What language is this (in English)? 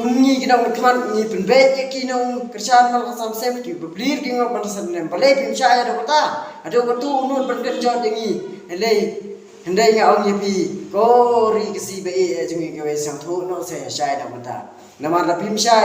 Khasi